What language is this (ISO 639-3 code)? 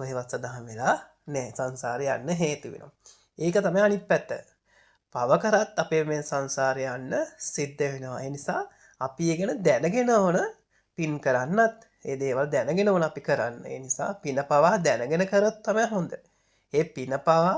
sin